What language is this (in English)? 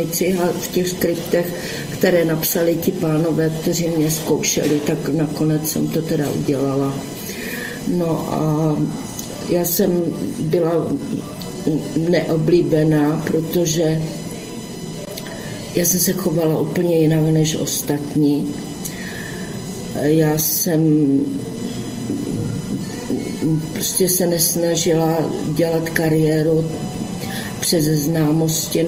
Czech